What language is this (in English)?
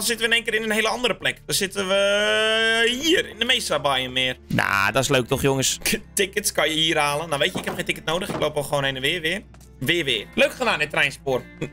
Dutch